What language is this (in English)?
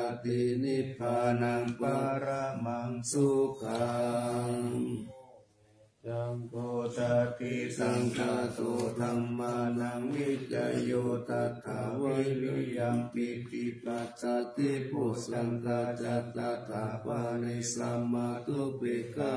Pali